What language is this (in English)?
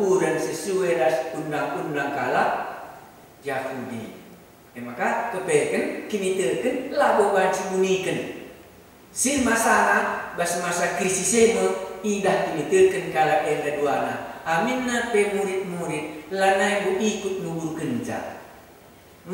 Batak Karo